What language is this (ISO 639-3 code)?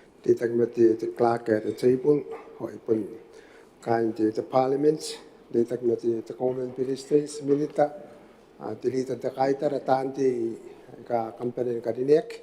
gil